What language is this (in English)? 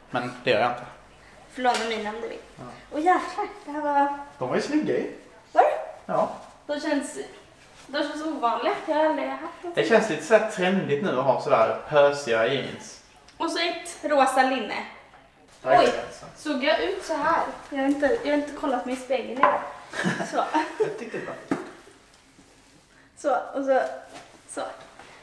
Swedish